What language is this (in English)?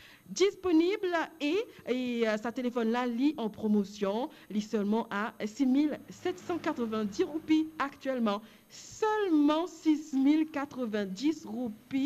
Morisyen